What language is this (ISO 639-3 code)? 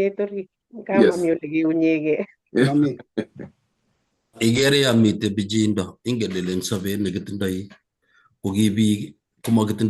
kln